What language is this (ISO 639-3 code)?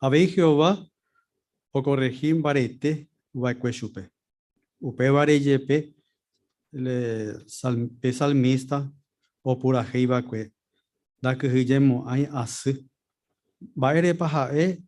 grn